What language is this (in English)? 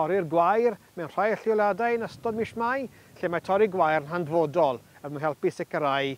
Welsh